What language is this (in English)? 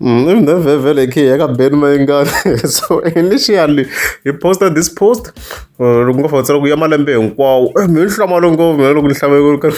Tsonga